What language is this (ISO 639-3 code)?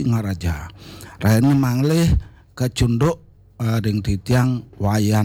ban